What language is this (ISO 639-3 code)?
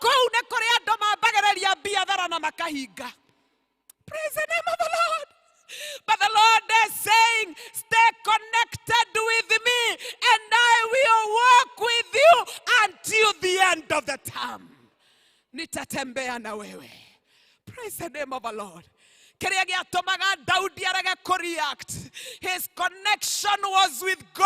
kik